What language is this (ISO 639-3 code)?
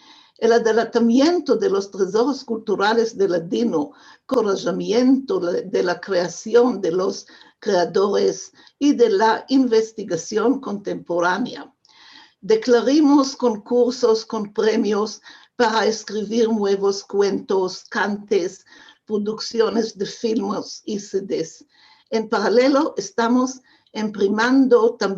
lad